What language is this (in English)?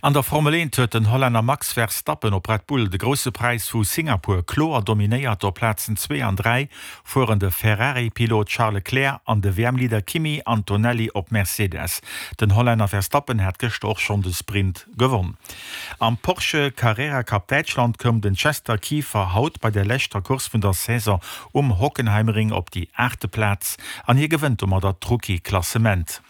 Luxembourgish